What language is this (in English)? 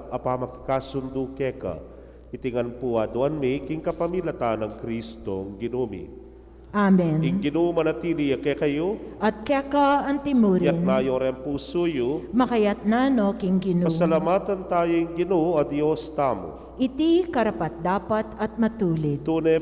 Pampanga